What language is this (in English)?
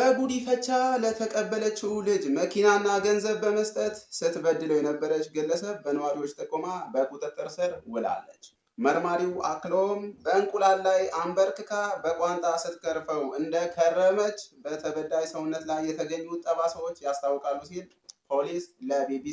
Amharic